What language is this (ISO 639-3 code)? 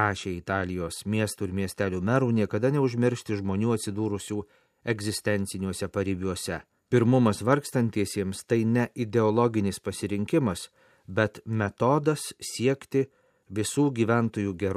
lit